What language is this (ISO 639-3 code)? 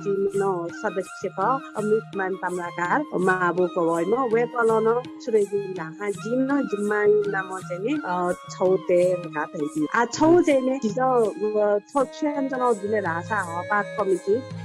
new